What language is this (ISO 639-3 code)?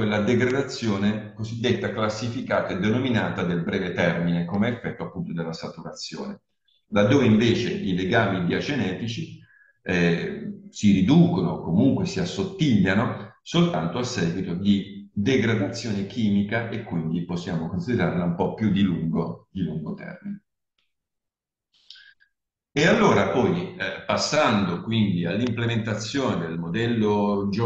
ita